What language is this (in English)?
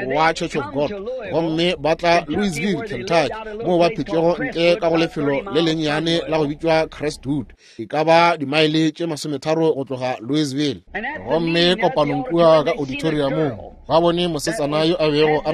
Northern Sotho